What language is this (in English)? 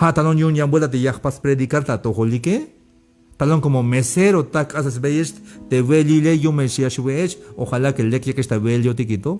Tzeltal